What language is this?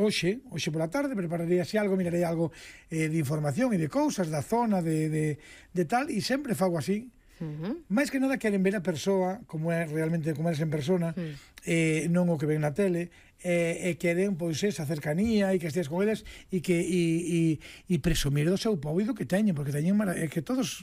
Galician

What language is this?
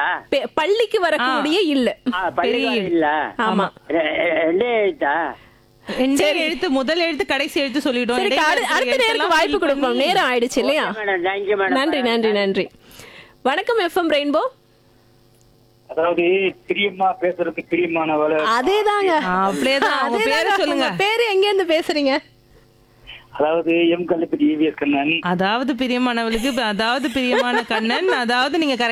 Tamil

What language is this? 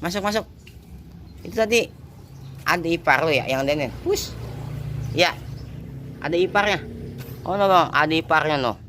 Betawi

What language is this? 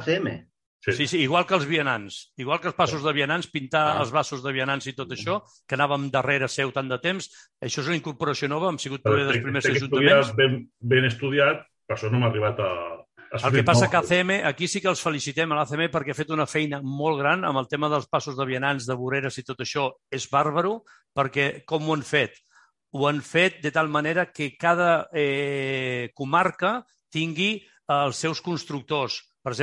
Catalan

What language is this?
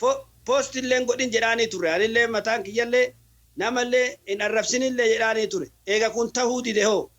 Oromo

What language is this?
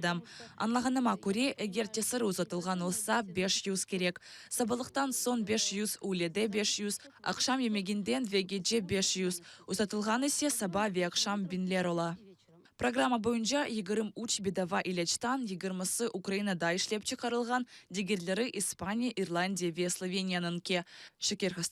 Crimean Tatar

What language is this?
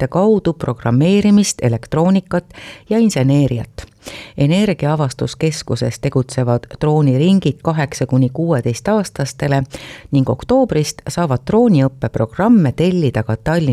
Estonian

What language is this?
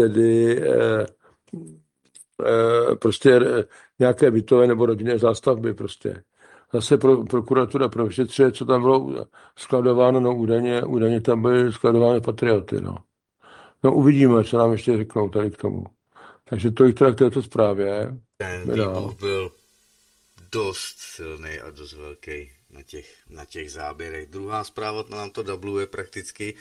Czech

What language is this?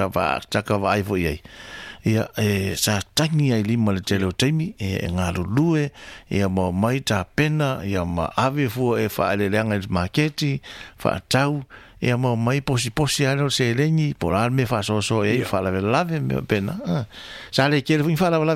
Samoan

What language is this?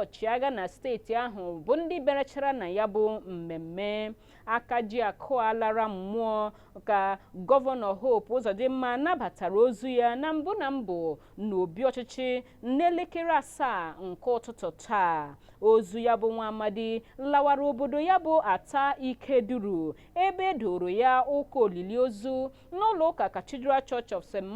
Igbo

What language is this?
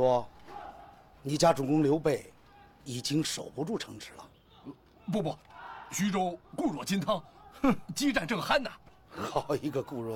Chinese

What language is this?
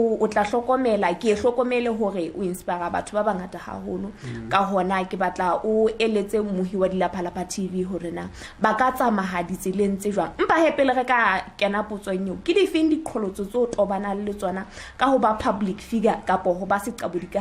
Southern Sotho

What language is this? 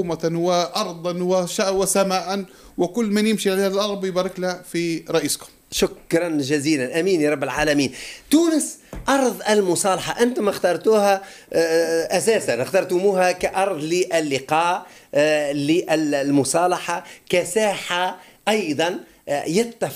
Tunisian Arabic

